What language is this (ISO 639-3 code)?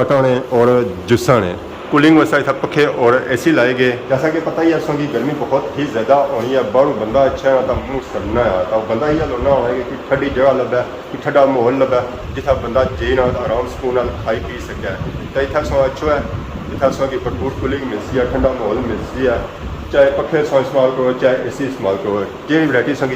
phr